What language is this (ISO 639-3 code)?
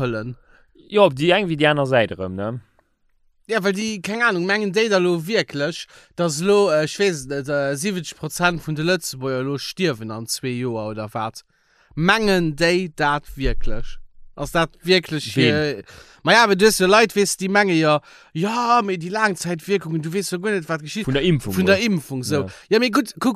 ltz